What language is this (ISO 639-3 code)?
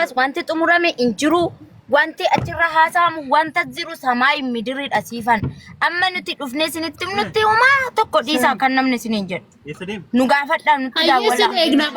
orm